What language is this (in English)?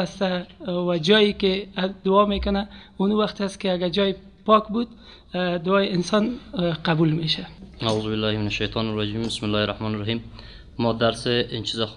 Persian